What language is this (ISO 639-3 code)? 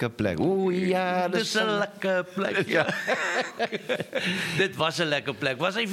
afr